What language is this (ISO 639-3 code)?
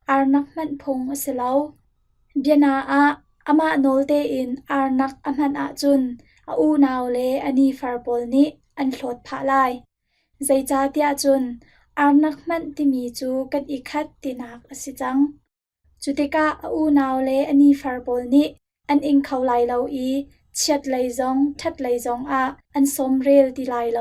cnh